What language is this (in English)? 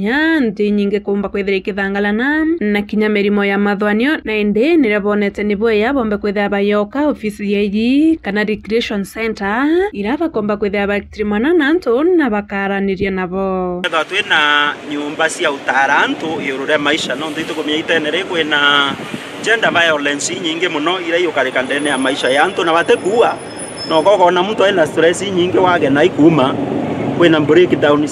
Meru